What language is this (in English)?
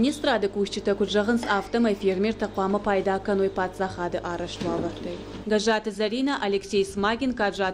Ossetic